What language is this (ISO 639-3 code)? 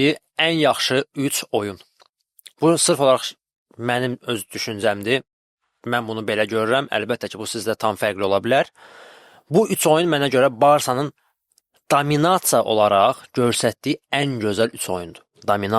aze